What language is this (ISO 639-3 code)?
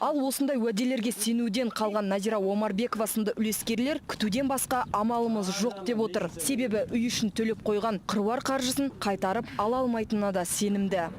kaz